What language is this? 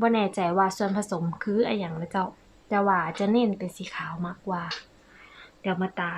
Northern Thai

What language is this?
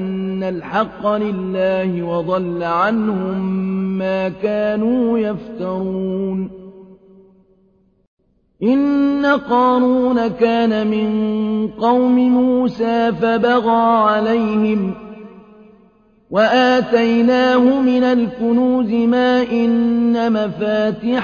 Arabic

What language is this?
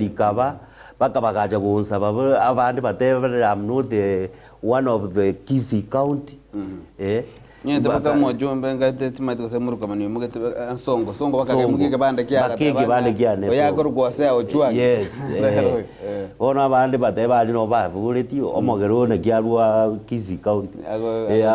Gusii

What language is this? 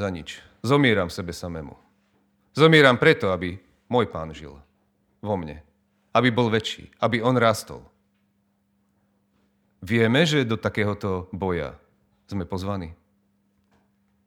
Slovak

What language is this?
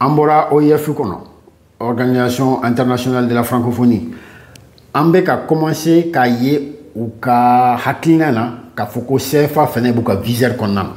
Bambara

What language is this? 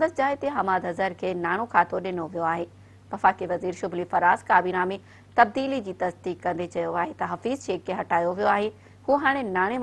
Sindhi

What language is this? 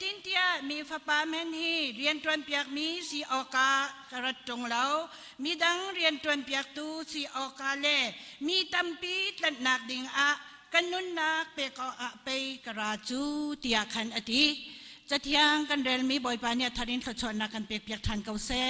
Hakha Chin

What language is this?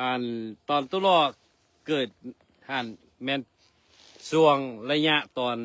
Lao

